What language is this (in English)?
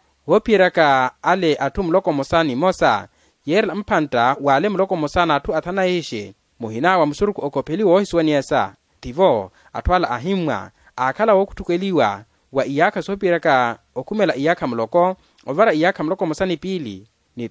Makhuwa